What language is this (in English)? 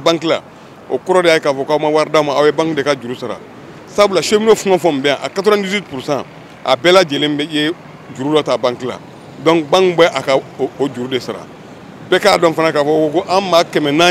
Bambara